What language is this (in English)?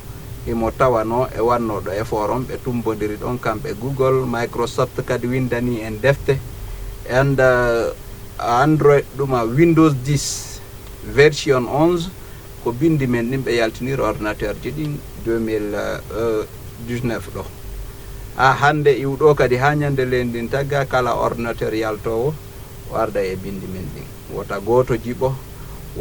Fula